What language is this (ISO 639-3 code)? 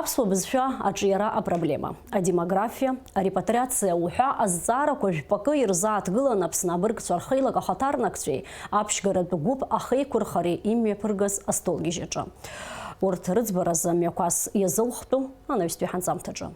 abk